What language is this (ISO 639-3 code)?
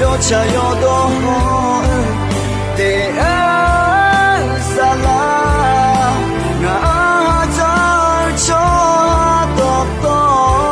ahk